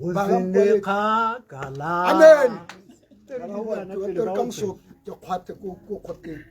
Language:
Tswana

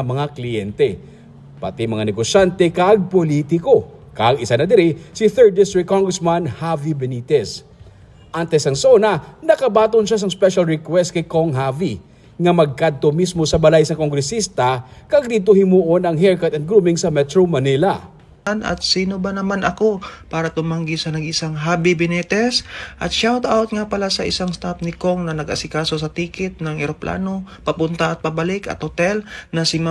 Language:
Hiligaynon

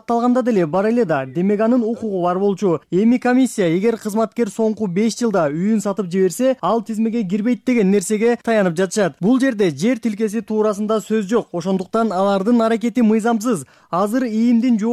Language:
Kyrgyz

